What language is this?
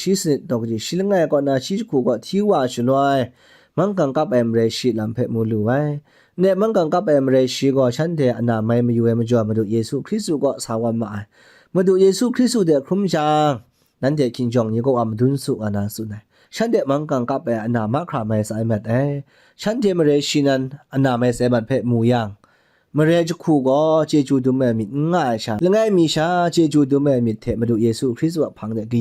Kachin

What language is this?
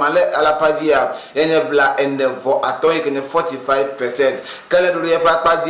Ewe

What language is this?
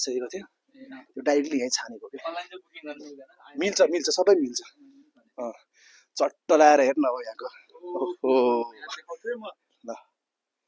Nepali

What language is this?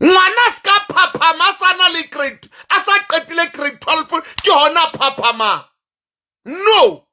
Southern Sotho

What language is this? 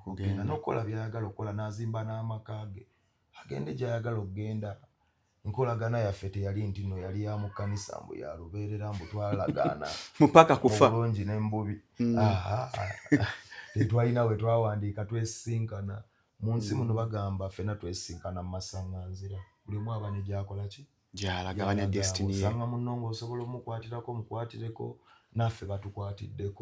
Ganda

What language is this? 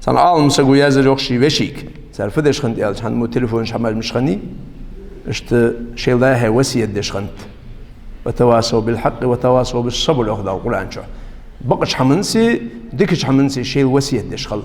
Ingush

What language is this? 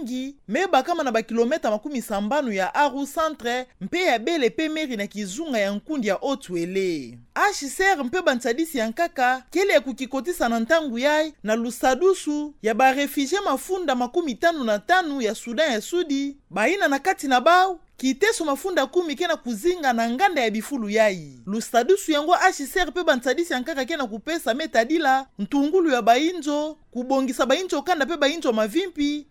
Kituba (Democratic Republic of Congo)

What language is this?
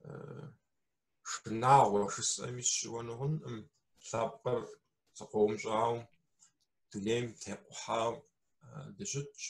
Kabardian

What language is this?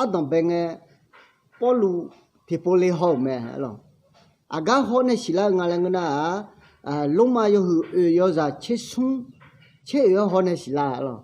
Akha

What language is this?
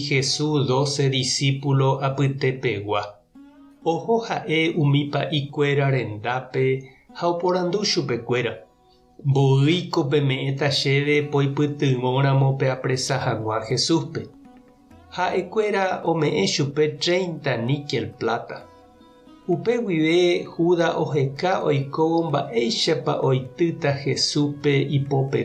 Guarani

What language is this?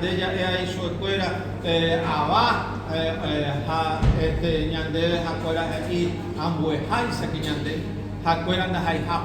Guarani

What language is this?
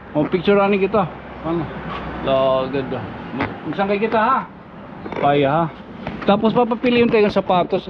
Waray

